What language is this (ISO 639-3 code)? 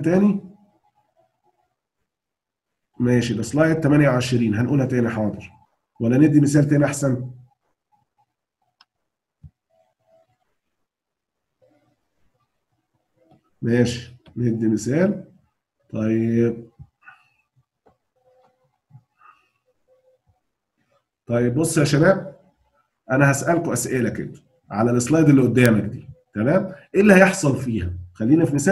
arz